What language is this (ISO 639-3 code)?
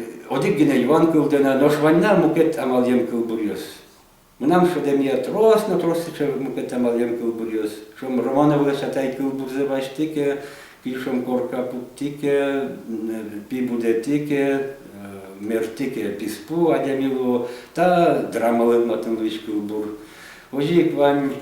udm